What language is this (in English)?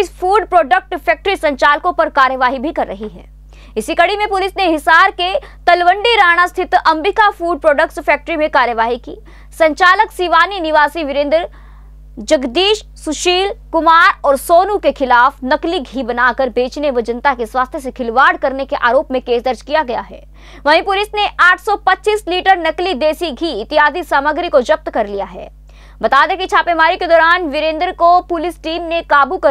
Hindi